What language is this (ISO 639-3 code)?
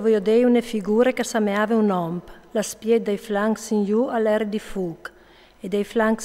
fur